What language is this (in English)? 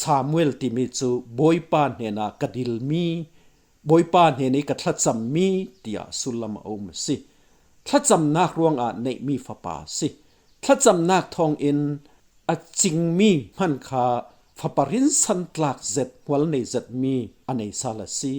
Falam Chin